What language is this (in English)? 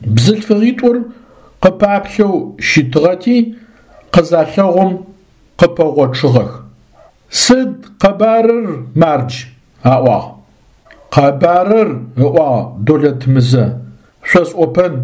Adyghe